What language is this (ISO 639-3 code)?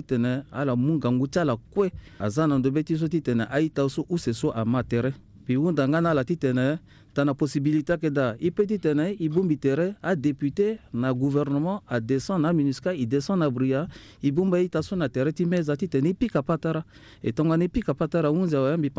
sag